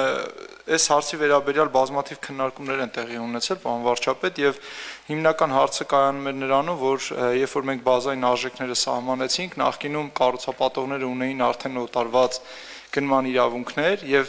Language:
Armenian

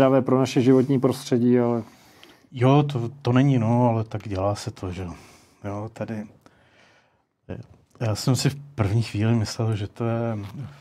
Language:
Czech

